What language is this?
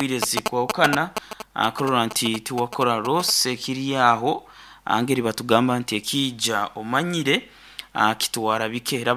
Nyoro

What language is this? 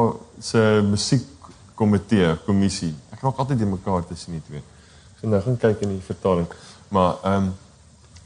Afrikaans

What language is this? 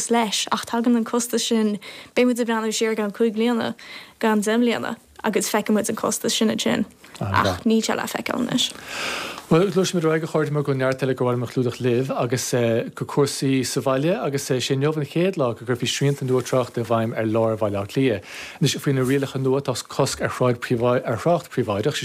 Irish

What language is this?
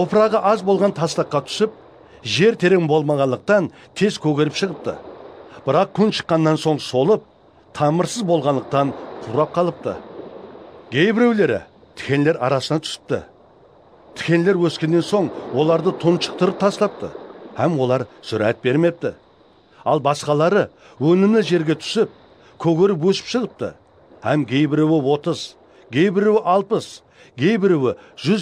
Kara-Kalpak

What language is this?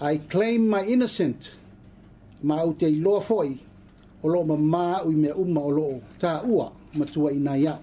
Samoan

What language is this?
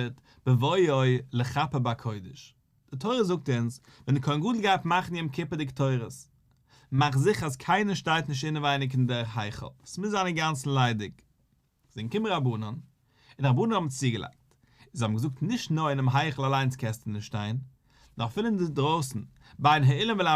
Yiddish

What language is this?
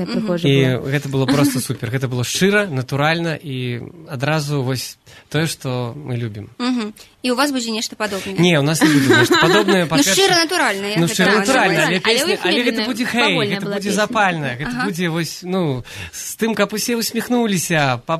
Belarusian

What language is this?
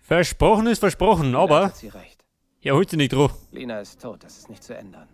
Bavarian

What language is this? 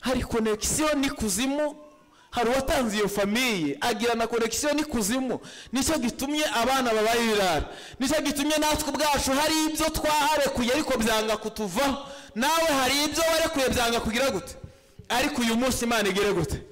Kinyarwanda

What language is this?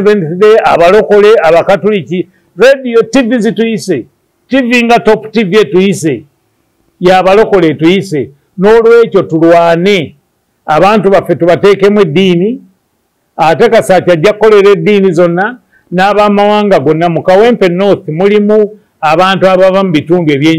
Ganda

